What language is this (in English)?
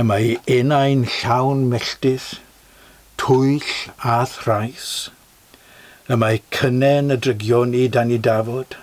Welsh